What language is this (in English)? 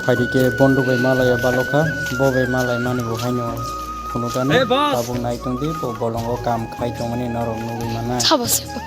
Kok Borok